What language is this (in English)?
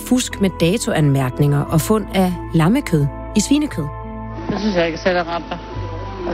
Danish